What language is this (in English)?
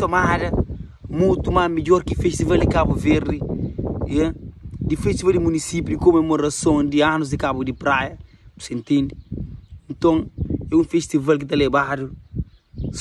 Kabuverdianu